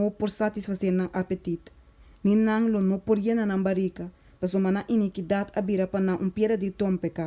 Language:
Papiamento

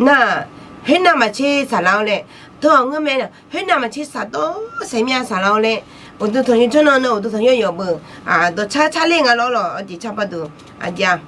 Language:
Akha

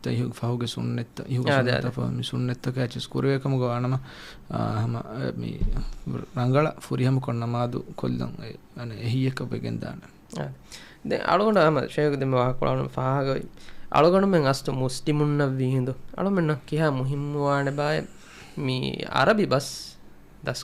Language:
Divehi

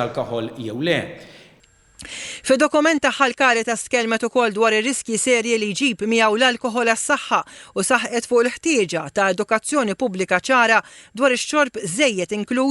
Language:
Maltese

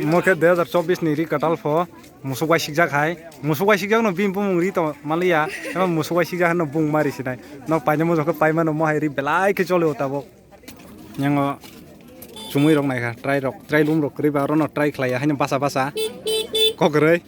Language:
Kok Borok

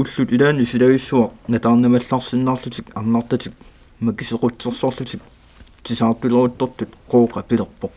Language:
Kalaallisut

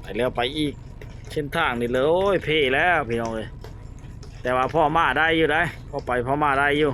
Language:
Lao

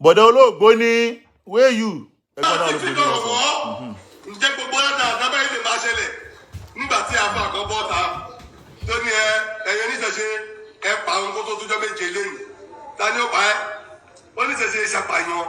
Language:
Yoruba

